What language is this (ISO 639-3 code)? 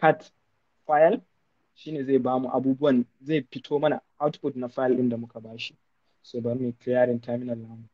hau